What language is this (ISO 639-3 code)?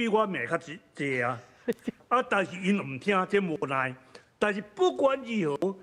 nan